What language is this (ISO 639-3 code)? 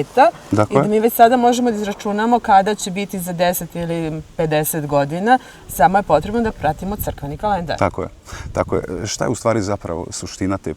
srp